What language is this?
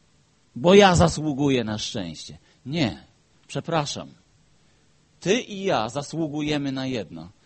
Polish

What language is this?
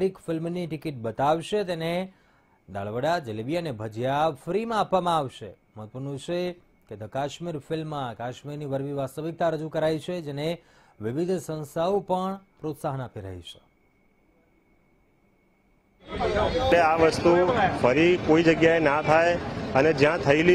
Gujarati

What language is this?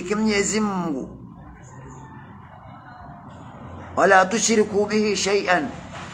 Swahili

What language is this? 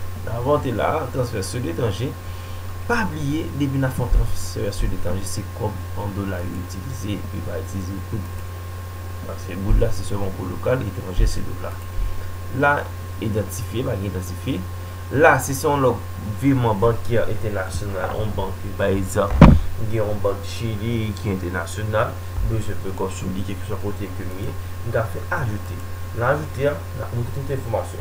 Haitian Creole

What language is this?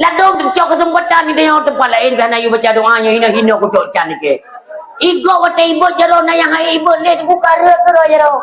Achinese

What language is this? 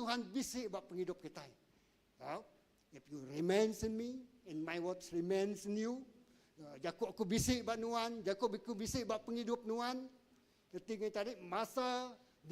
Iban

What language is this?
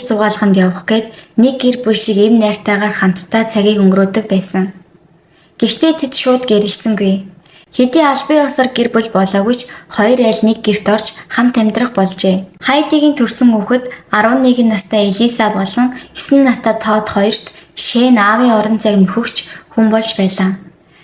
Mongolian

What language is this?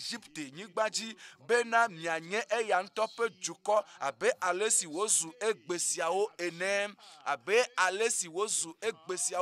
Ewe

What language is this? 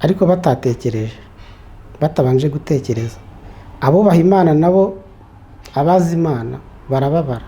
Kinyarwanda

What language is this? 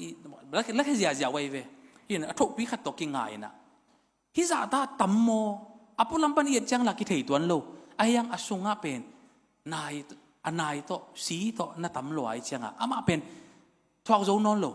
Tedim Chin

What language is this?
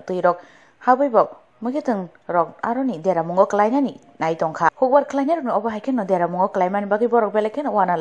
Kok Borok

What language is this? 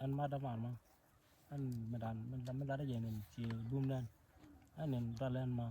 Nuer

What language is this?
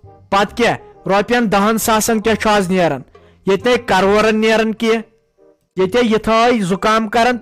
Kashmiri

